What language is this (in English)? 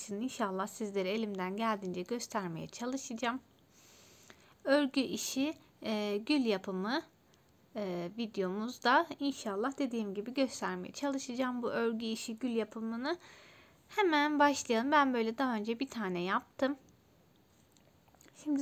Turkish